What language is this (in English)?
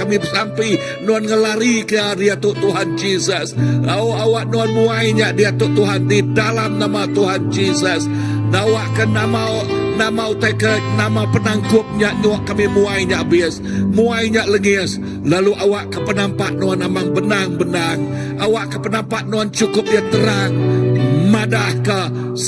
Iban